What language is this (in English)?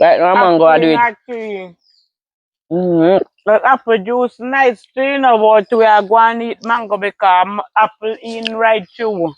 Jamaican Creole English